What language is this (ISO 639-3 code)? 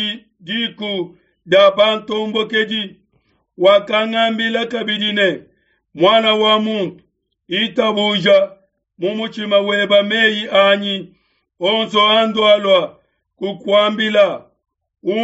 lua